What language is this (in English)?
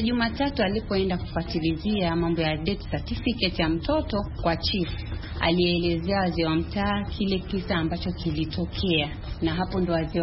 Swahili